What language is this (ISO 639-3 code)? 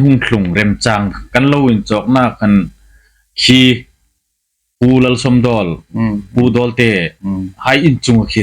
hmr